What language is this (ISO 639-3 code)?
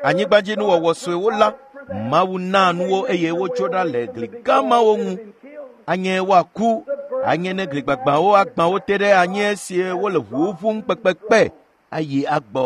ewe